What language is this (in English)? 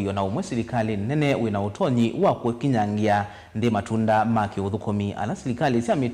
Kamba